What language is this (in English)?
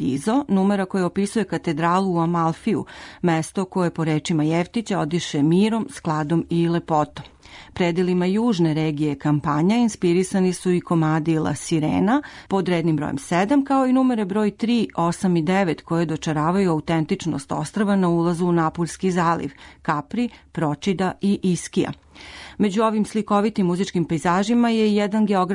Serbian